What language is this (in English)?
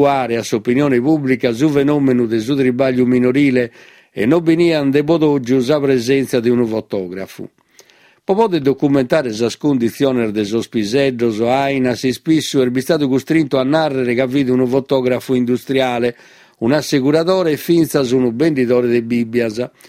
Sardinian